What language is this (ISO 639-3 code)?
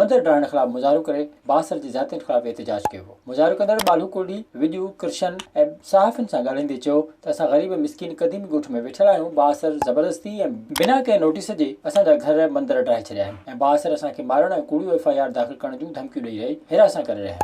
snd